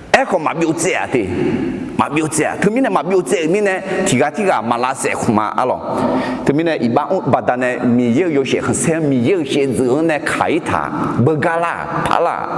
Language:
Akha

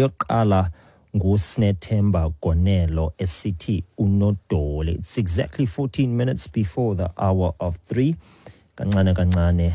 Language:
Xhosa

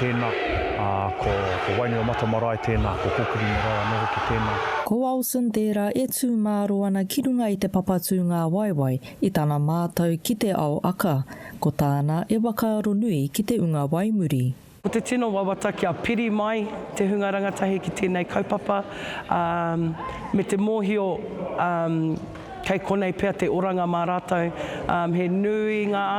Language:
Māori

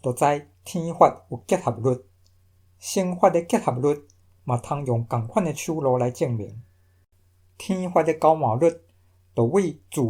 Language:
Min Nan Chinese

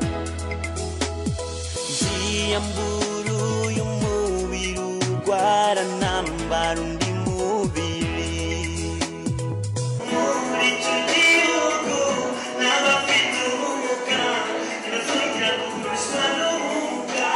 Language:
Kinyarwanda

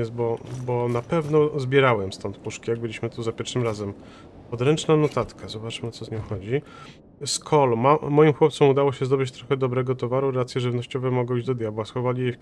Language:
Polish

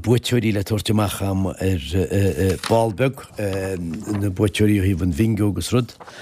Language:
Irish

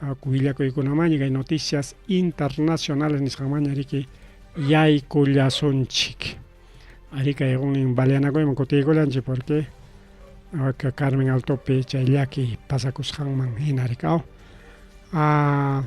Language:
Ayacucho Quechua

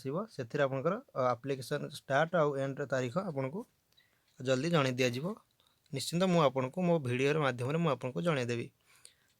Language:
Odia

